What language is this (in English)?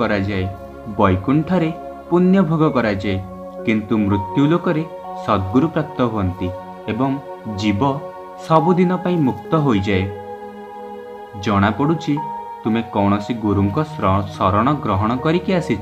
Odia